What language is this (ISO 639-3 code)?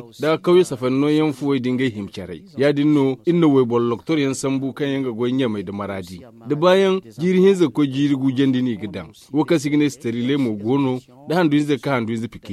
dje